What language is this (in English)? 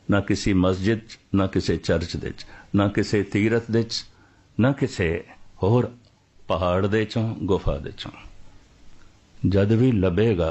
Punjabi